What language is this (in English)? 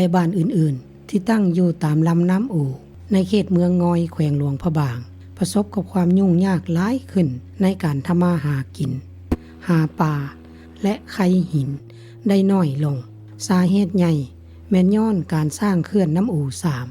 Lao